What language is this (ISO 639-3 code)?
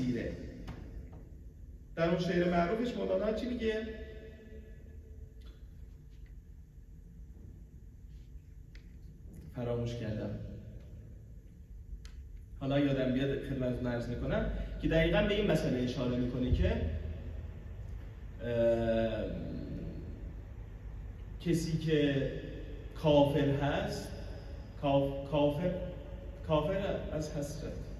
fas